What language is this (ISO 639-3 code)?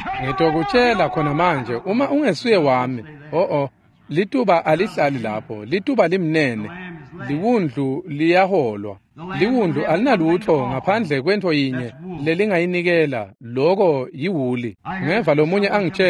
ssw